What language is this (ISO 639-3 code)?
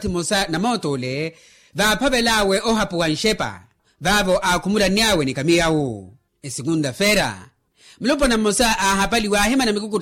vmw